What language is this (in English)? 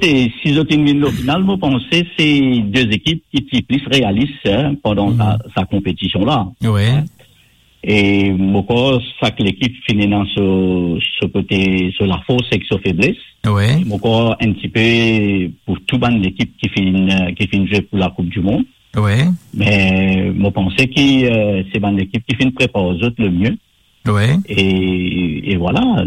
Morisyen